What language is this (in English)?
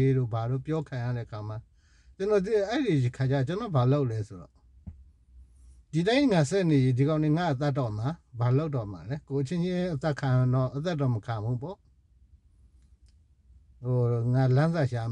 Burmese